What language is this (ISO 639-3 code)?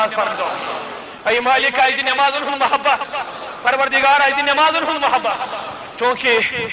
kas